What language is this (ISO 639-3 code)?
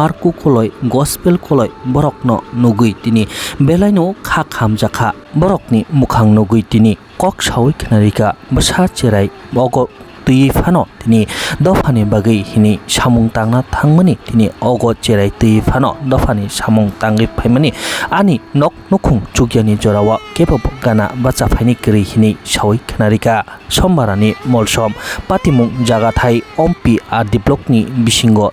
trp